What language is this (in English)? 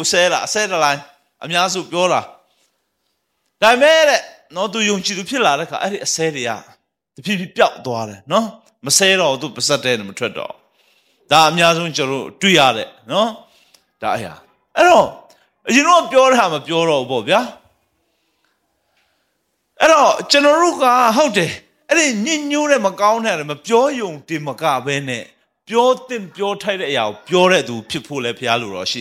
Burmese